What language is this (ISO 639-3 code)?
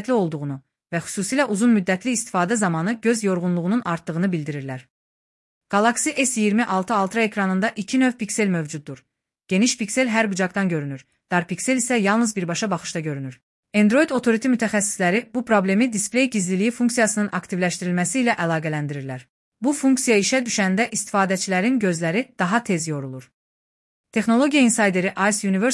aze